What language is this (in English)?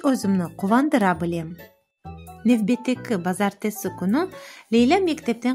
Crimean Tatar